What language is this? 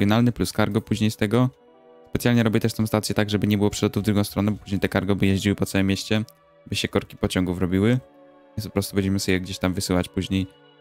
Polish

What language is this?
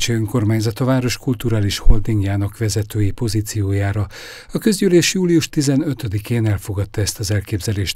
Hungarian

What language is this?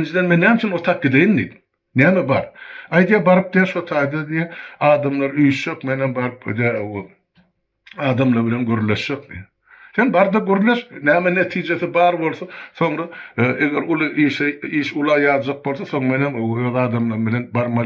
Turkmen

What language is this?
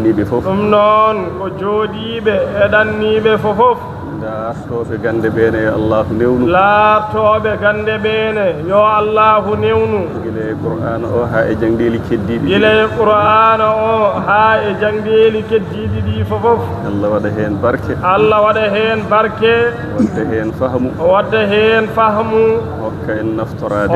Fula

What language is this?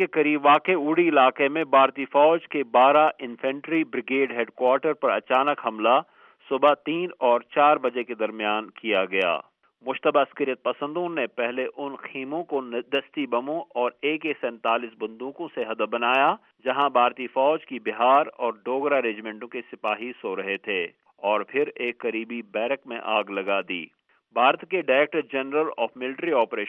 Urdu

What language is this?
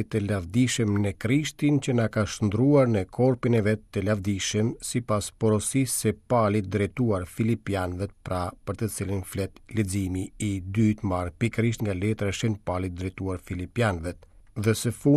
Albanian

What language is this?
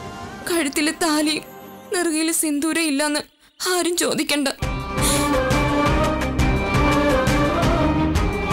Malayalam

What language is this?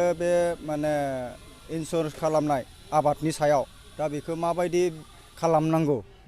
Bodo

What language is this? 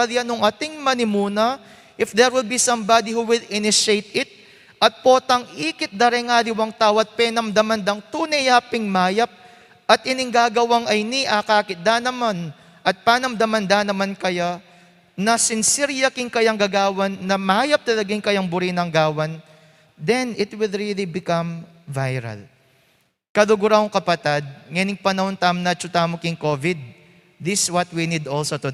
Pampanga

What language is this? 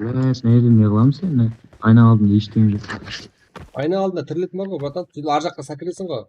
Kara-Kalpak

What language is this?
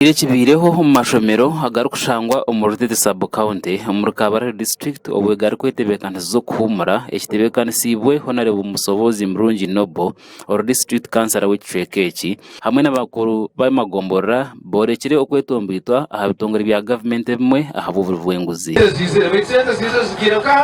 Nyankole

